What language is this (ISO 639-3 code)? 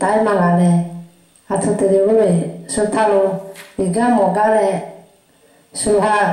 lhu